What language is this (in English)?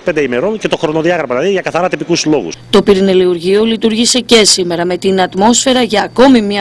Greek